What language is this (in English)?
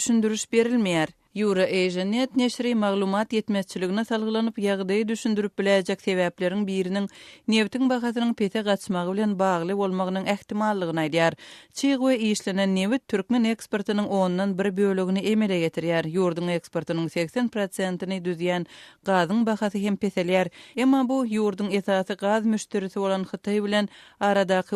Turkmen